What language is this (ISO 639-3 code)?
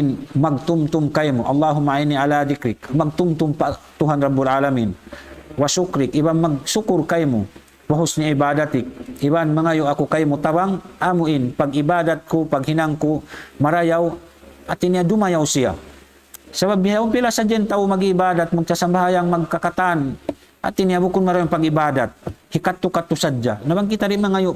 tsg